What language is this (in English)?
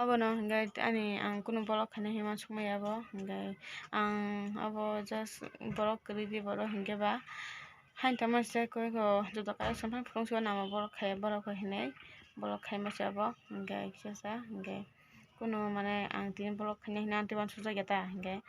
Kok Borok